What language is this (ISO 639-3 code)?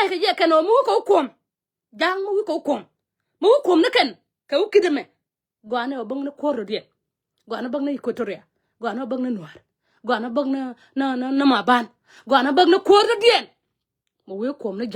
nus